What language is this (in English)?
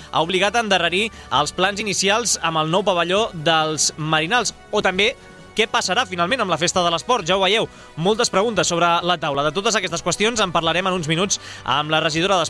Catalan